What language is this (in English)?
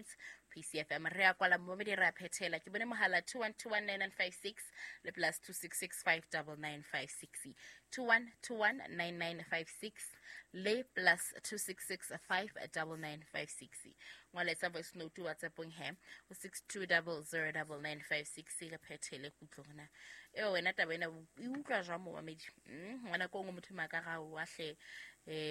Southern Sotho